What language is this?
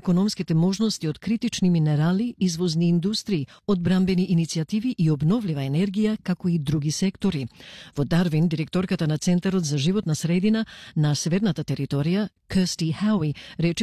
Macedonian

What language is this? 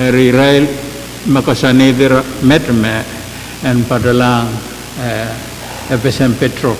Pohnpeian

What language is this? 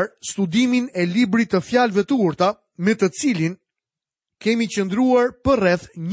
Albanian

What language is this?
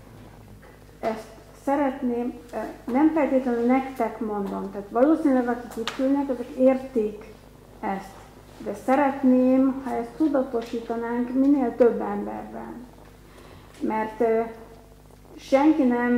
Hungarian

